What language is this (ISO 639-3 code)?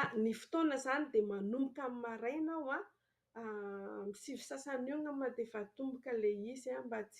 mlg